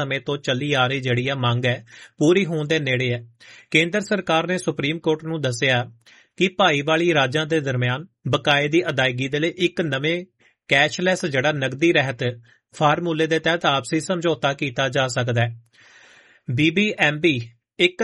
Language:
Punjabi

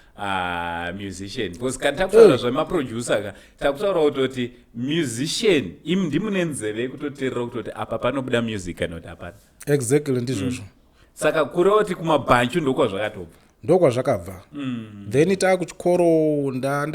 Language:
Shona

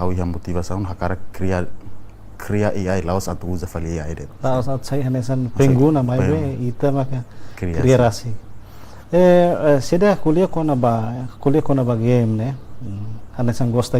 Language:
Tetum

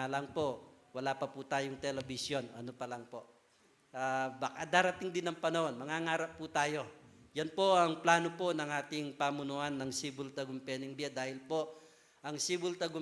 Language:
Pampanga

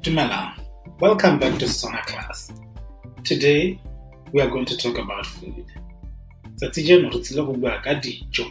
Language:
Tswana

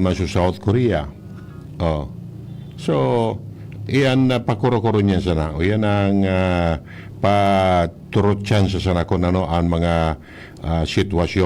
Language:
Bikol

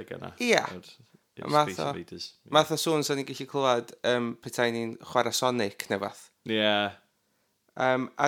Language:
Welsh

